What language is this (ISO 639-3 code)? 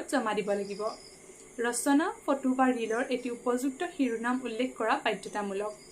asm